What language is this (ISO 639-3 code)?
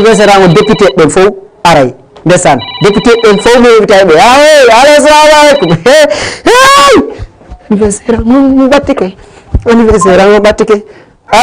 ful